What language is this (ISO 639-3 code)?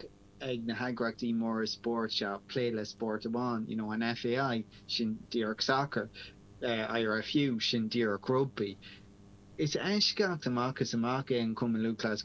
gle